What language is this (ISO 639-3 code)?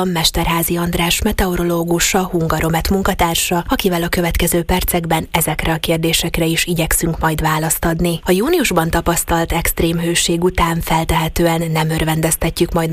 hun